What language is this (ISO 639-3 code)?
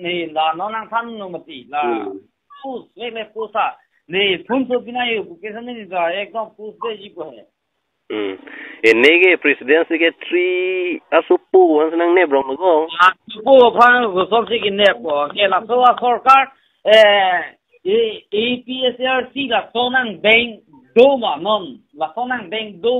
mjw